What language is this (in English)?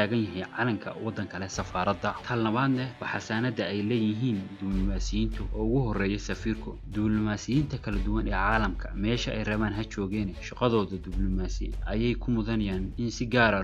Somali